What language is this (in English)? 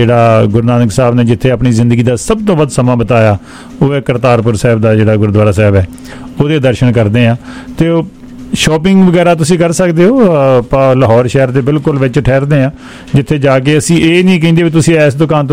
Punjabi